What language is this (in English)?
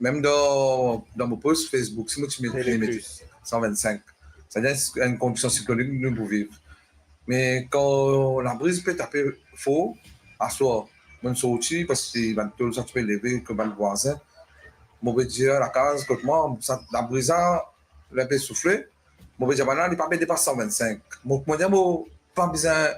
Morisyen